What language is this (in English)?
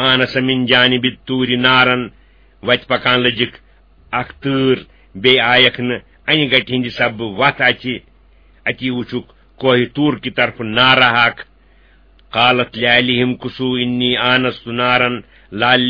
Kashmiri